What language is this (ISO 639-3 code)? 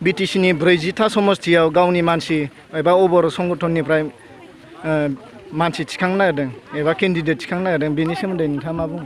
brx